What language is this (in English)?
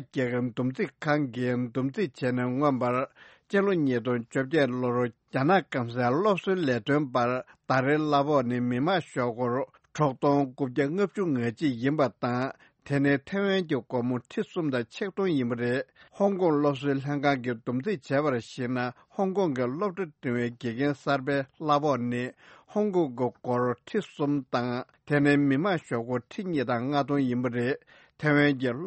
Tibetan